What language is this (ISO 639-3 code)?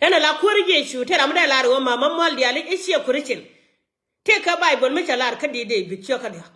nus